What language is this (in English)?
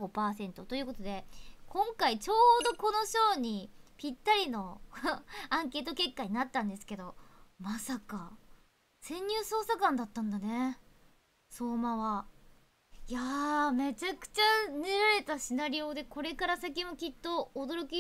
Japanese